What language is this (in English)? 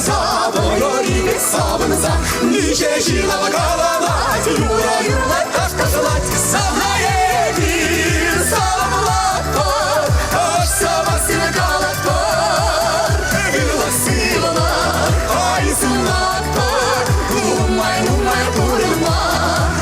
Chuvash